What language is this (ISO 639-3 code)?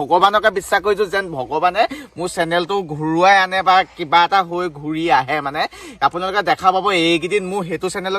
asm